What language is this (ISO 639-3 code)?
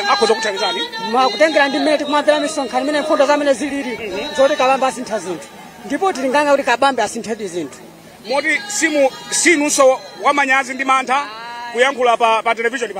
nya